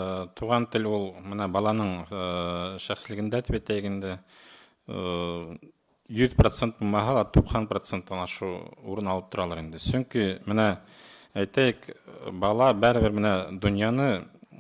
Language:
Bashkir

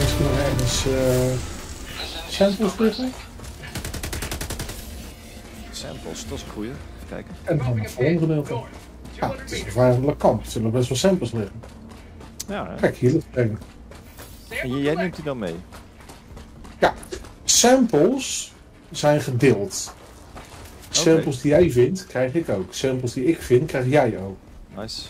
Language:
Dutch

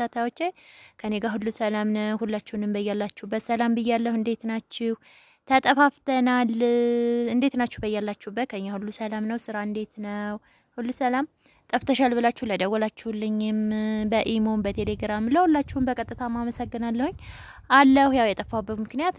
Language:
Amharic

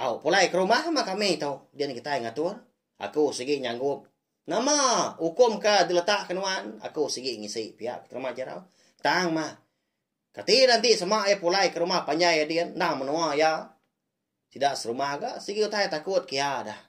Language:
Iban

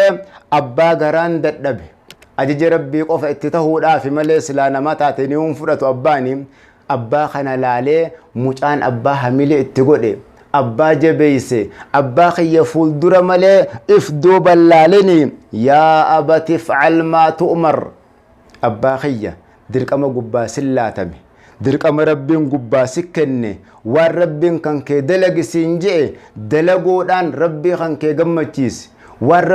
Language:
Oromo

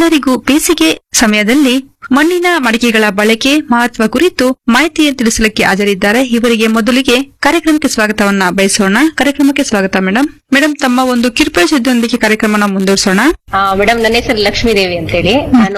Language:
Kannada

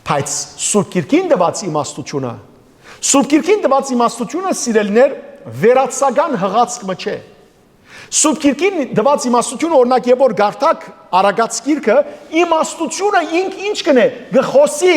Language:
Western Armenian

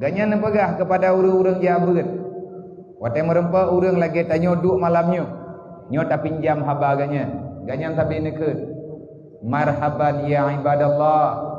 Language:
Achinese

